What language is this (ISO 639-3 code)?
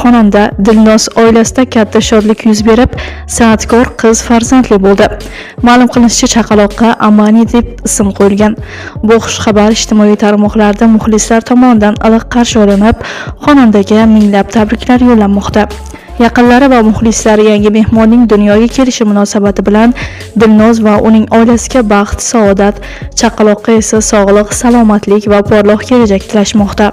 uzb